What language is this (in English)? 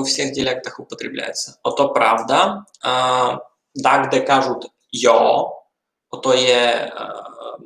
Rusyn